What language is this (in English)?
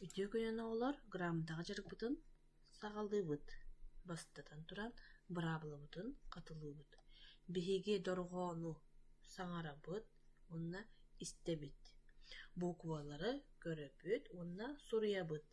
Yakut